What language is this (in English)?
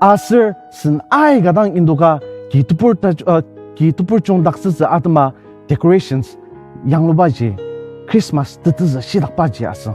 Ao Naga